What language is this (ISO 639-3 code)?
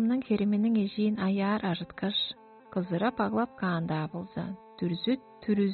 tyv